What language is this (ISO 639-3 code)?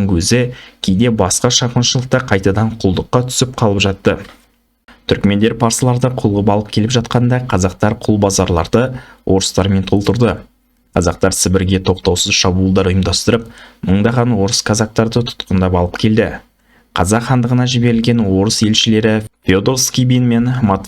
kaz